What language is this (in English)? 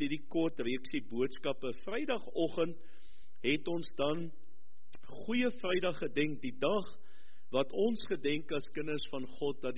Afrikaans